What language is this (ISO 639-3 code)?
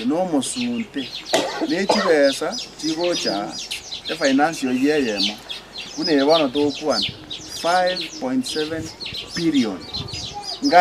guz